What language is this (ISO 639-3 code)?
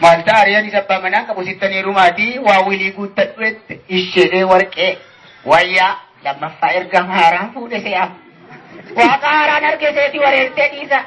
orm